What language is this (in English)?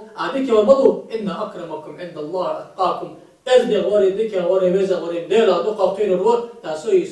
Ingush